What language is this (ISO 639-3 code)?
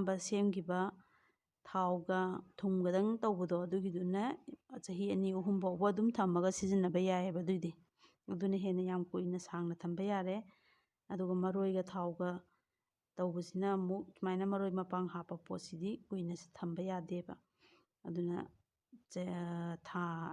mni